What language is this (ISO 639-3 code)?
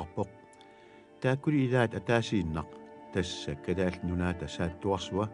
kal